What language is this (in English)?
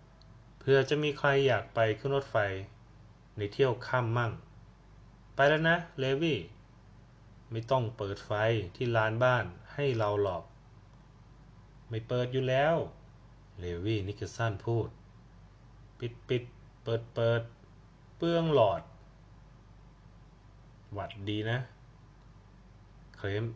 Thai